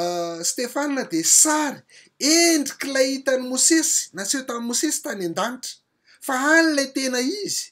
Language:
Malagasy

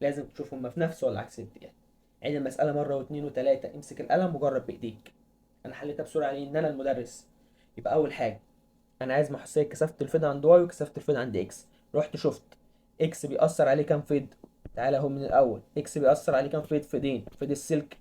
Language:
Egyptian Arabic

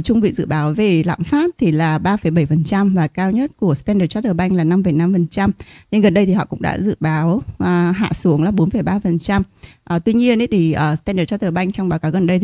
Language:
Vietnamese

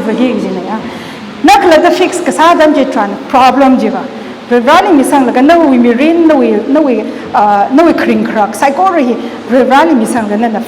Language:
Tangkhul Naga (India)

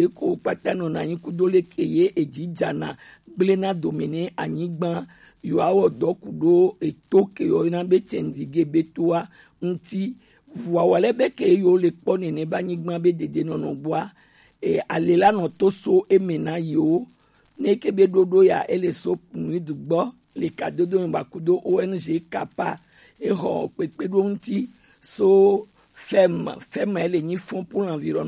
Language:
Gen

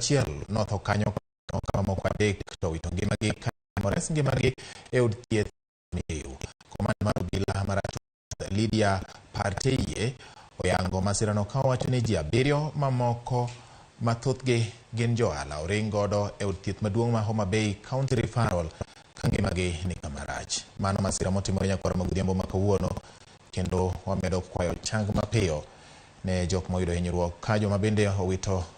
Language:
Luo (Kenya and Tanzania)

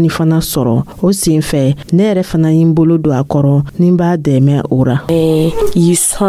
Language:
Dyula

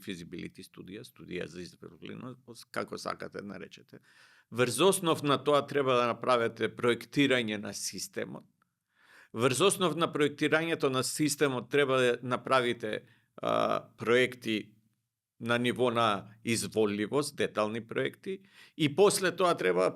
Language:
Macedonian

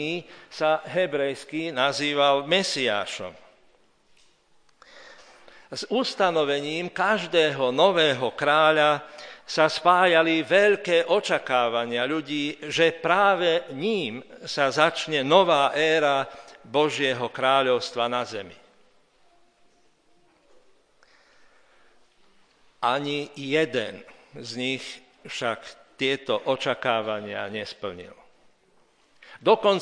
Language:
Slovak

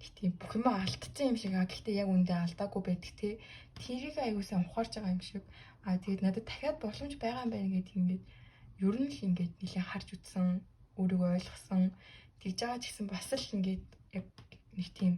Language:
Mongolian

